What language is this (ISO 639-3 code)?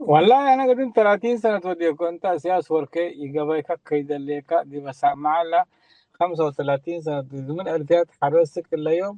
tig